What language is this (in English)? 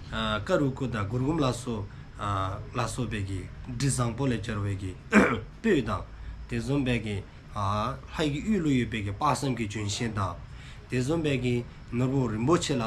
Dzongkha